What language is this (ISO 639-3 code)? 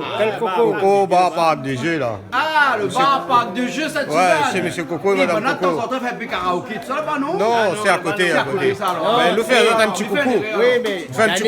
rcf